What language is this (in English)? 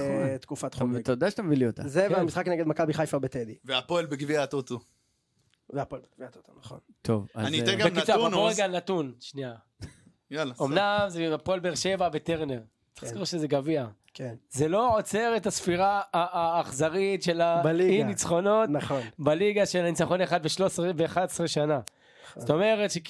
Hebrew